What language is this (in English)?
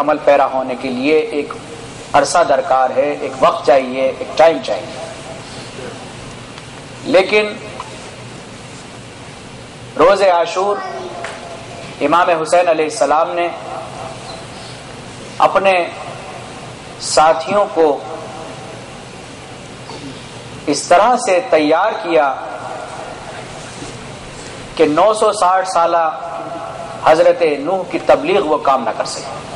Urdu